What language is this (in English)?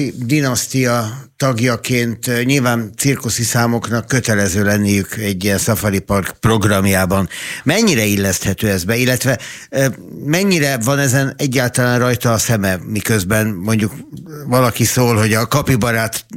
Hungarian